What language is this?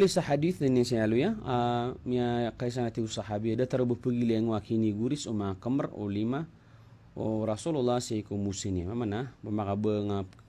Maranao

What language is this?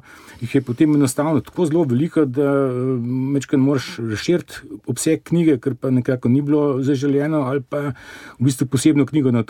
Slovenian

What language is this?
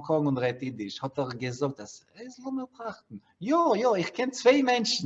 Yiddish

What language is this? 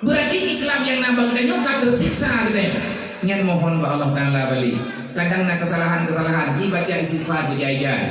Achinese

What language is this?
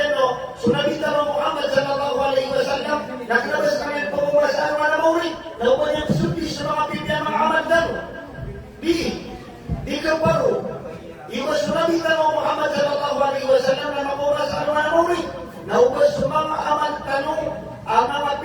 Maranao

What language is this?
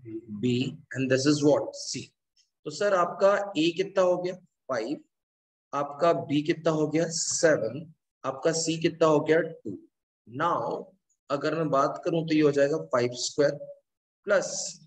Hindi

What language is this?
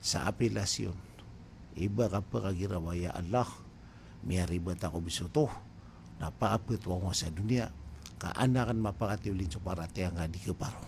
Maranao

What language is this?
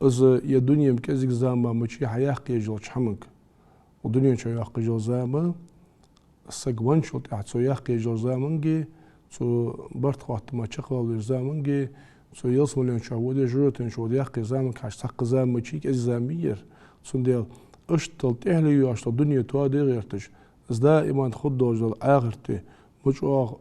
Ingush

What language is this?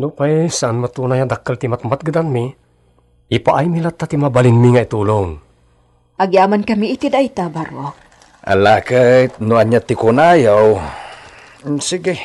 Iloko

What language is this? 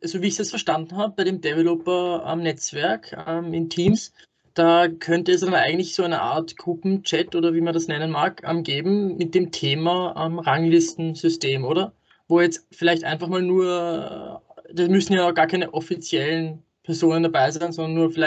German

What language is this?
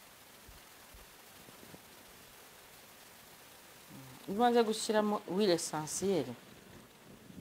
Kinyarwanda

